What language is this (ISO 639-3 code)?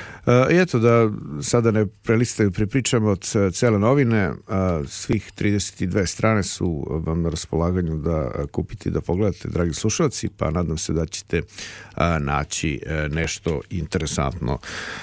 srp